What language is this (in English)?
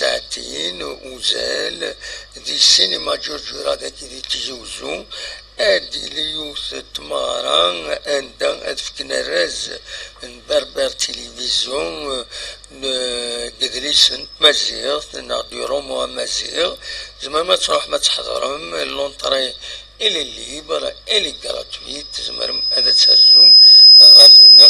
Kabyle